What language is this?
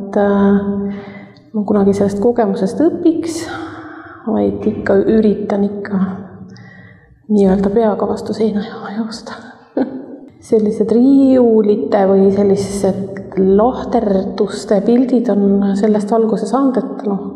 Estonian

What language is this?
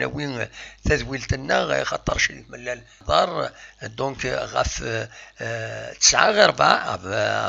Kabyle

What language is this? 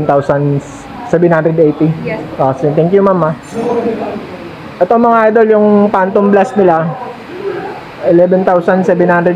Filipino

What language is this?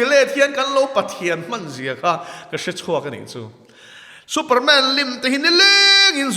Mizo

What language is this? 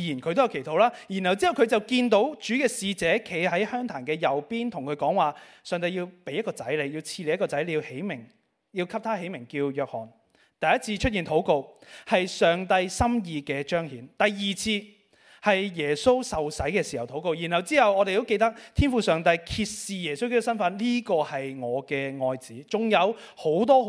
Cantonese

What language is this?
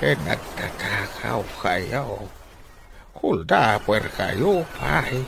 Iloko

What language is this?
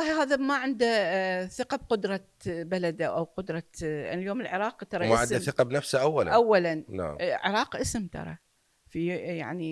Mesopotamian Arabic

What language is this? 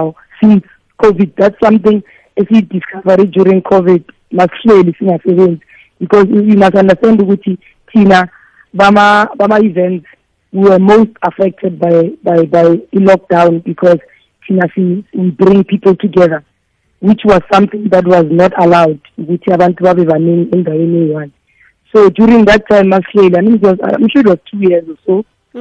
South Ndebele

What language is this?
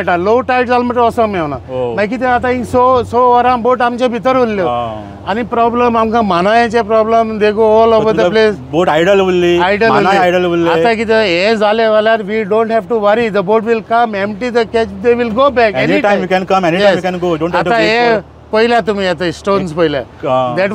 Konkani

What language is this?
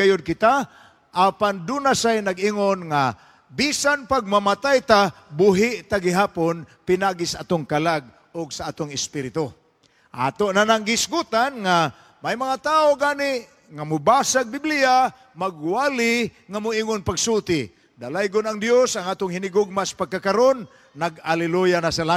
Cebuano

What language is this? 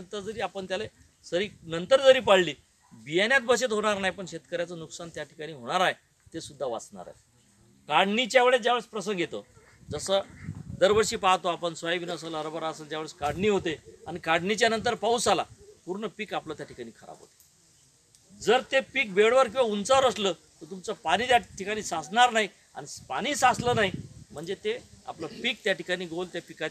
Marathi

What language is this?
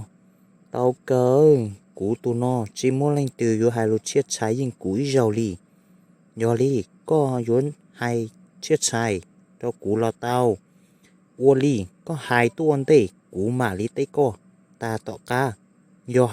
Hmong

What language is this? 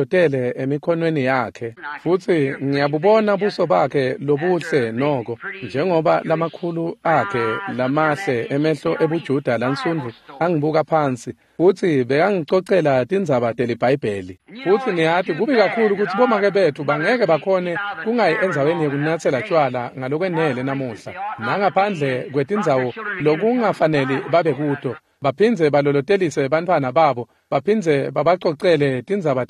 Swati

